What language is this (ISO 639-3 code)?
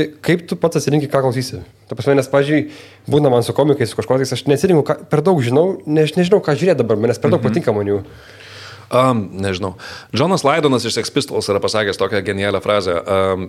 lit